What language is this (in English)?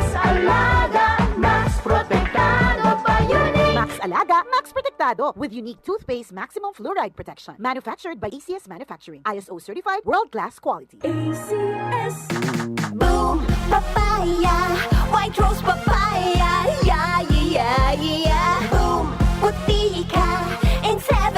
Bikol